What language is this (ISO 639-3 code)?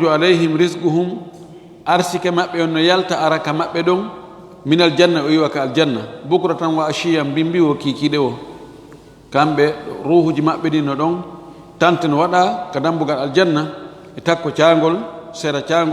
ful